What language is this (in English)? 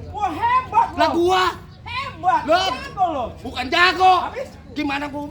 Betawi